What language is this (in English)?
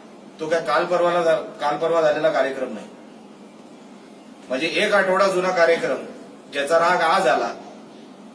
Marathi